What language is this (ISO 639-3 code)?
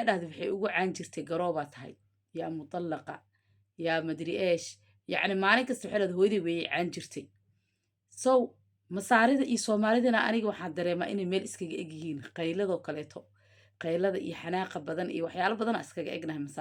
som